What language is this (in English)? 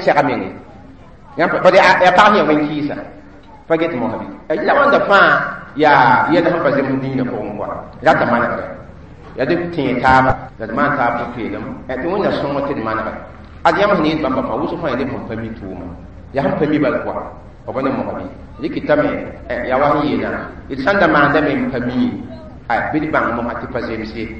Mossi